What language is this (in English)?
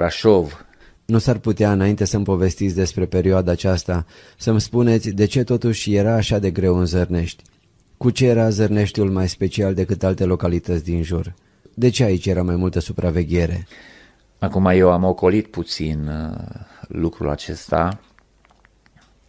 Romanian